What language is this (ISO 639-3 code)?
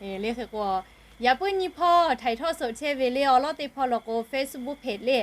lhu